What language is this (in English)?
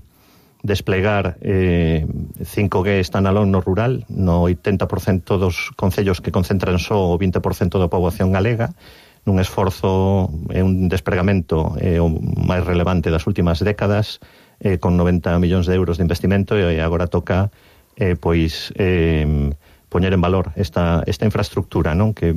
Galician